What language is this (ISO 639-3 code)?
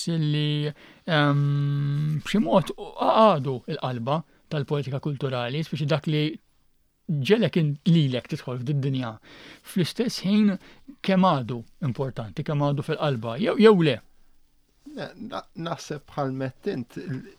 mlt